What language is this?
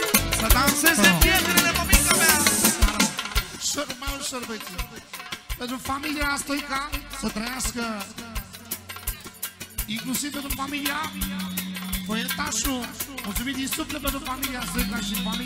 Romanian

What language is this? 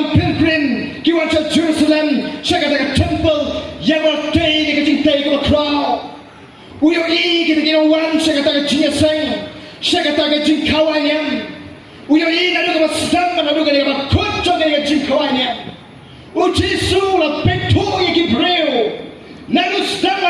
Khasi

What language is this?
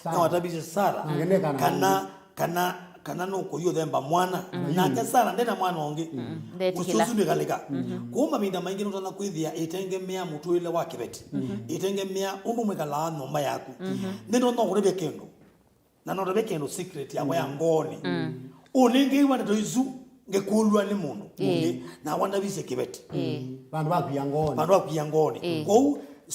Kamba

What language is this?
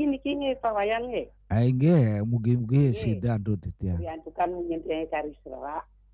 Balinese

